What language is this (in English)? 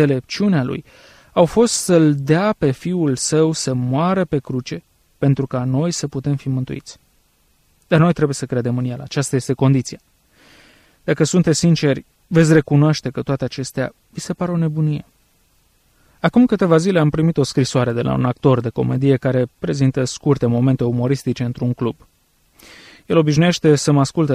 Romanian